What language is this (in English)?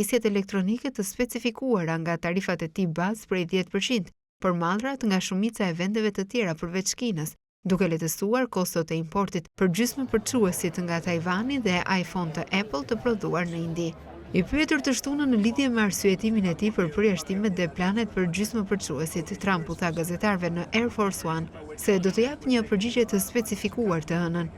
Albanian